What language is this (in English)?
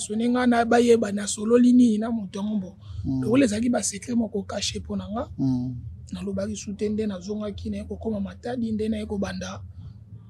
Lingala